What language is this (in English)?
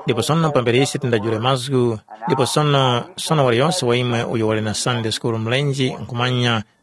Tumbuka